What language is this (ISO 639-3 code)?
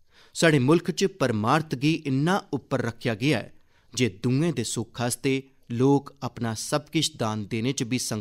doi